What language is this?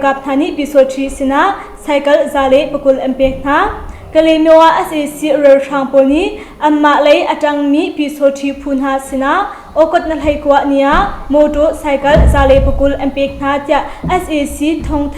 Hakha Chin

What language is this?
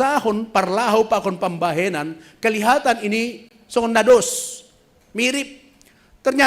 Batak Simalungun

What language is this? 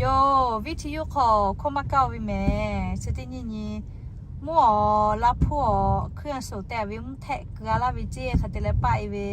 Lahu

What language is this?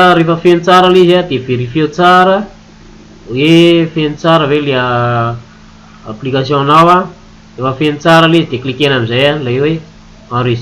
Malagasy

